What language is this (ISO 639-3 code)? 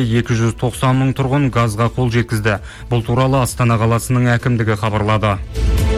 kaz